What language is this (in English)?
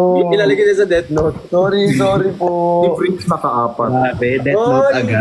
Filipino